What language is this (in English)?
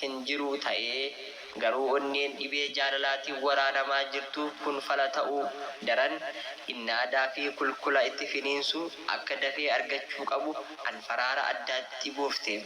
Oromo